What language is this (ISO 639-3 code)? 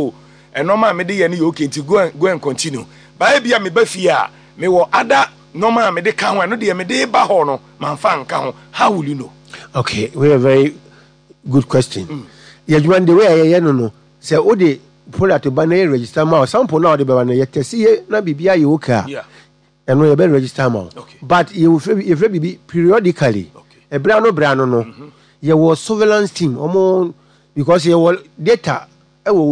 aka